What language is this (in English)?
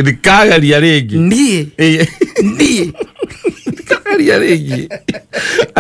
Kikuyu